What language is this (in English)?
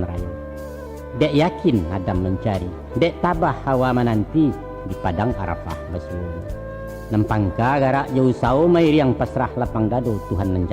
Minangkabau